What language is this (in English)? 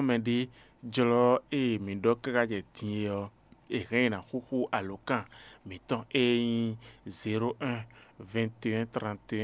Fon